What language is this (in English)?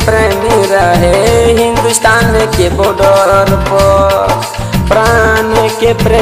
Bhojpuri